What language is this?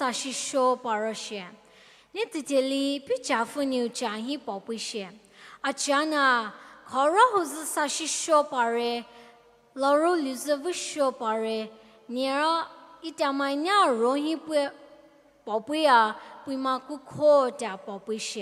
Poumei Naga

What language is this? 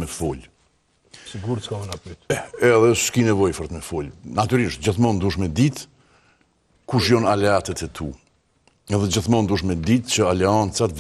Albanian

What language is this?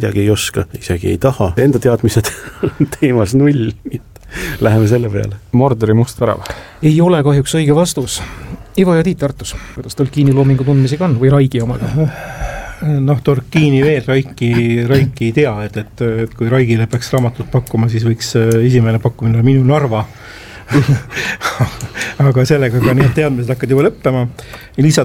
Estonian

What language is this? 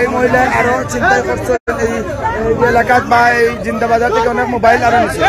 Sylheti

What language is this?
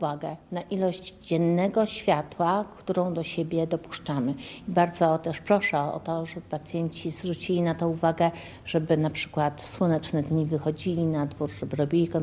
Polish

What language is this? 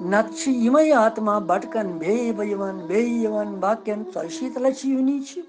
Kashmiri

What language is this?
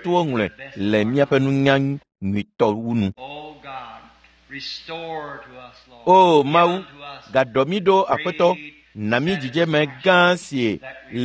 Ewe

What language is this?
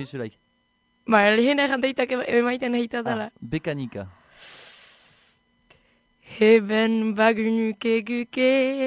Basque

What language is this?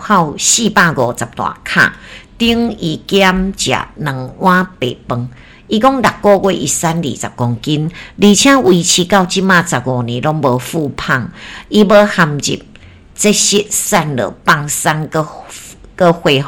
Min Nan Chinese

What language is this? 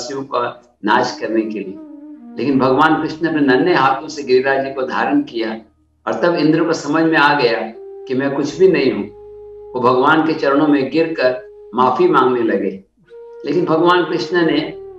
Hindi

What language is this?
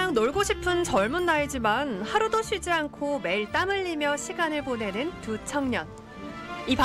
Korean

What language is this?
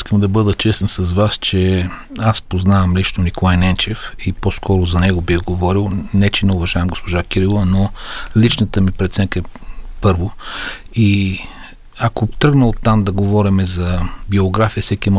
Bulgarian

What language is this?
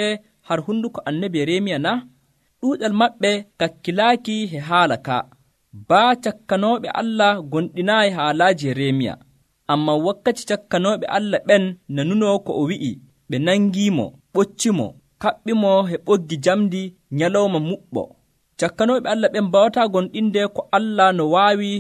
Nigerian Fulfulde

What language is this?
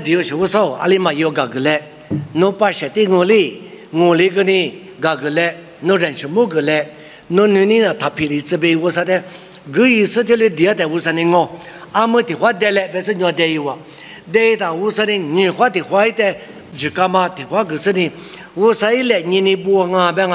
Lisu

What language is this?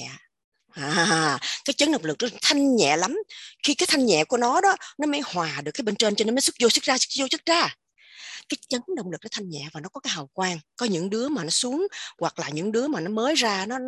Vietnamese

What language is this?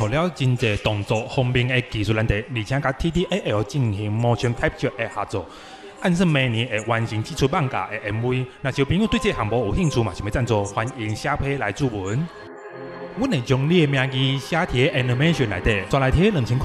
Min Nan Chinese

